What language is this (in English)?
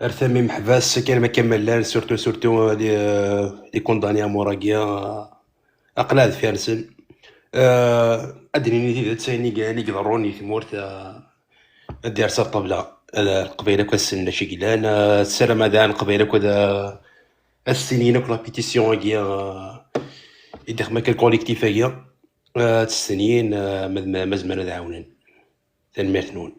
Kabyle